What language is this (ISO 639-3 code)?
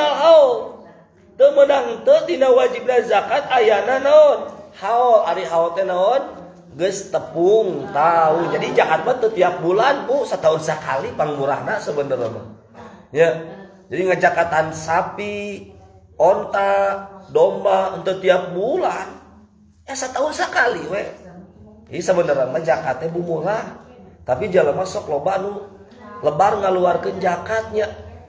sun